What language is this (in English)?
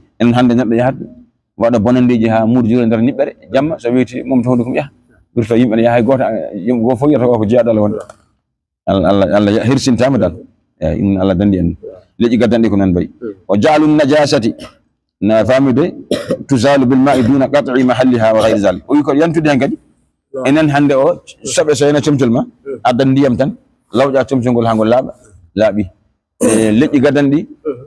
Fula